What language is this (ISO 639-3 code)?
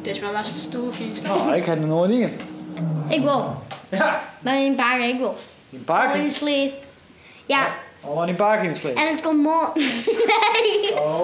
fry